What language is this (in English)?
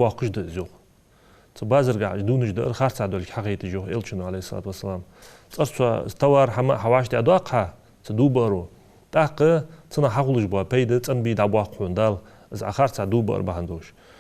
Ingush